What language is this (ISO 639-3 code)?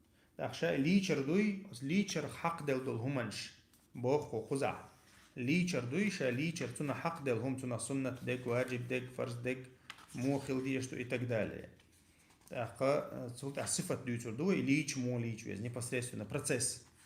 che